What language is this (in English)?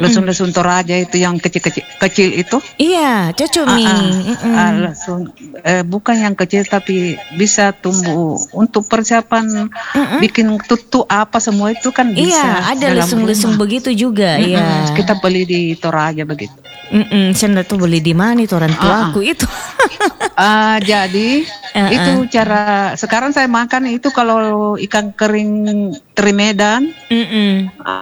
Indonesian